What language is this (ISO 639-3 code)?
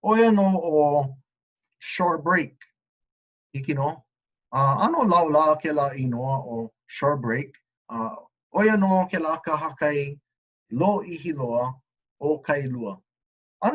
haw